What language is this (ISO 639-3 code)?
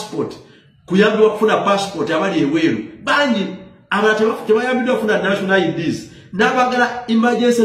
lug